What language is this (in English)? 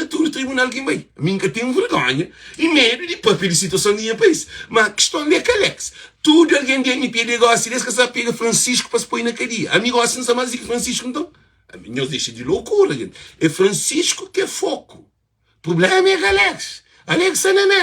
Kabuverdianu